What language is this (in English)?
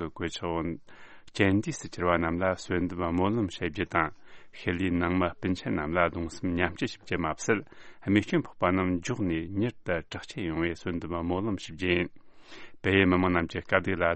Tibetan